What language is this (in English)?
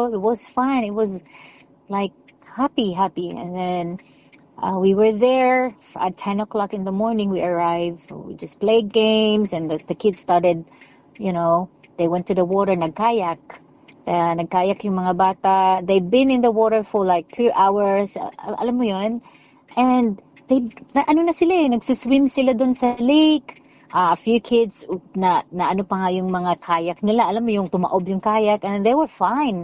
Filipino